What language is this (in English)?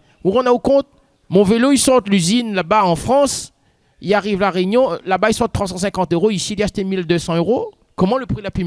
Réunion Creole French